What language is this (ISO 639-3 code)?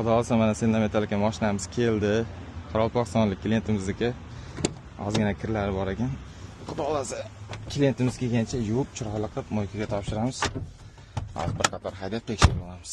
uzb